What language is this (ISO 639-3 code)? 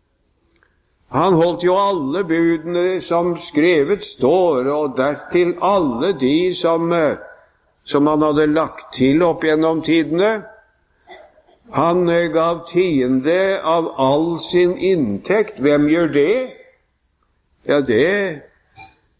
nor